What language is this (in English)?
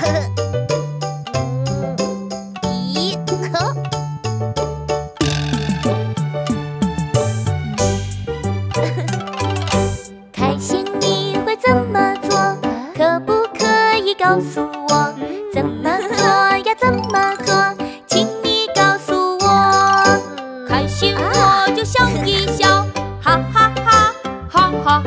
Chinese